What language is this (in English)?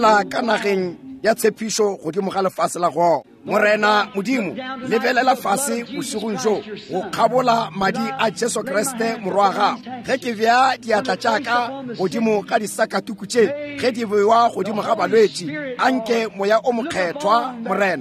Northern Sotho